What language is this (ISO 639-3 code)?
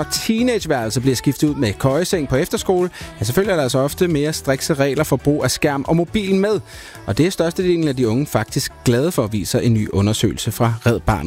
dan